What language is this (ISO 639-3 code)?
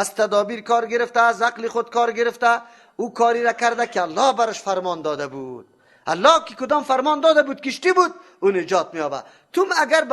fas